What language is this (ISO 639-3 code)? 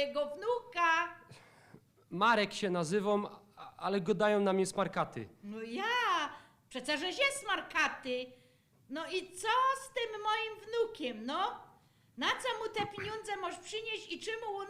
szl